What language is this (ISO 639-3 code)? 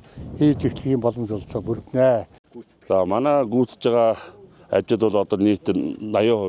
mon